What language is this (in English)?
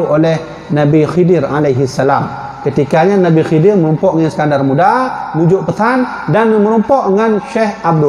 Achinese